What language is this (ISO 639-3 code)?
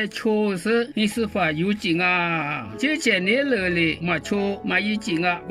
lis